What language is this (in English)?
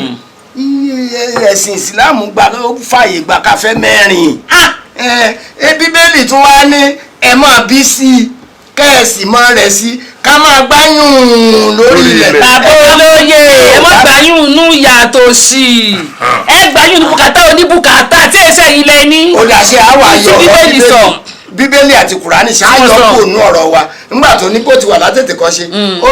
Yoruba